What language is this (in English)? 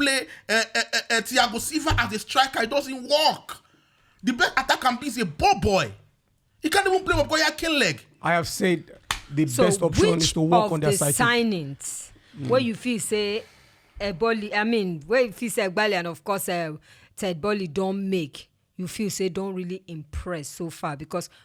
Nigerian Pidgin